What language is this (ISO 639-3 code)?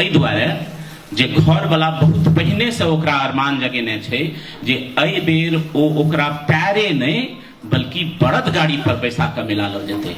mai